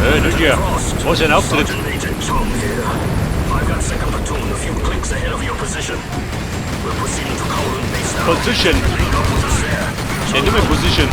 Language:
Bavarian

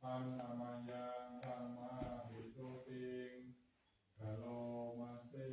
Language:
Pali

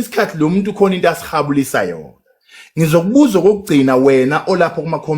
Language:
Zulu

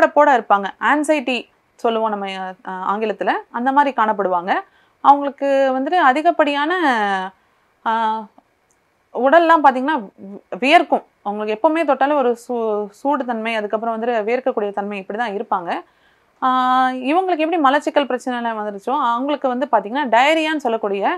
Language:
Tamil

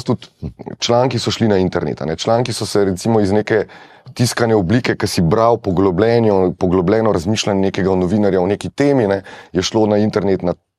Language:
Slovenian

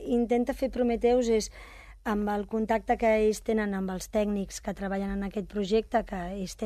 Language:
Catalan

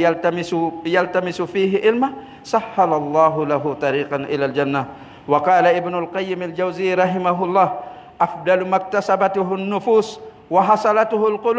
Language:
Pular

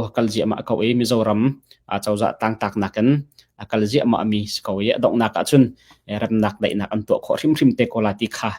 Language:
Hakha Chin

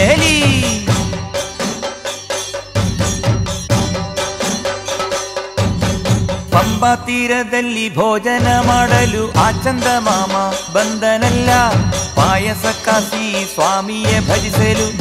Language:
Kannada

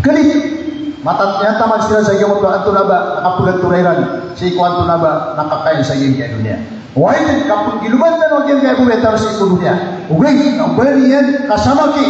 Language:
Maranao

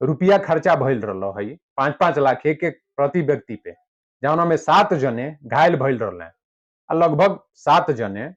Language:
Bhojpuri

